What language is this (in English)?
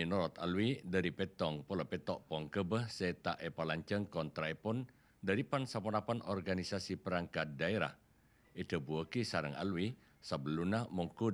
Madurese